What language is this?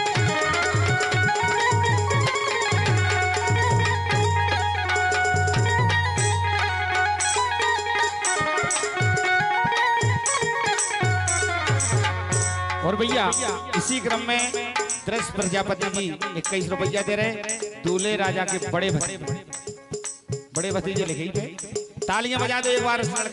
Bundeli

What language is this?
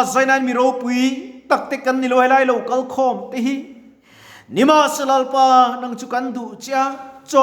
Mizo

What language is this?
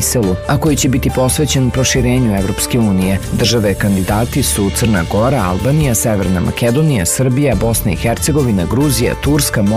Serbian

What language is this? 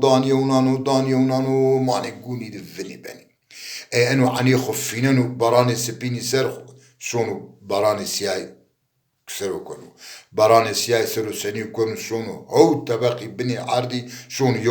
Zaza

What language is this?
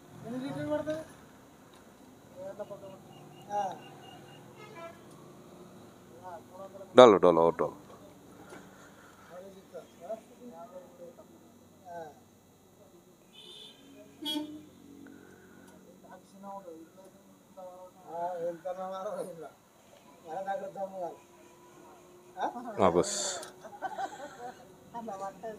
Kannada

